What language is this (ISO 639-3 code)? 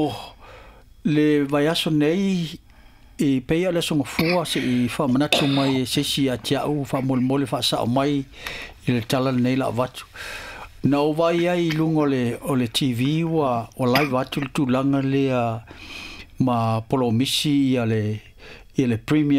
smo